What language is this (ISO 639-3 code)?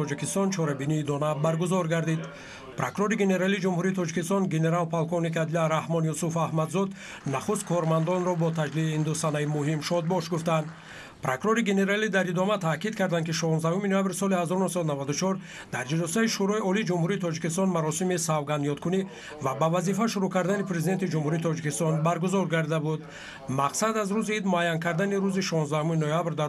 tgk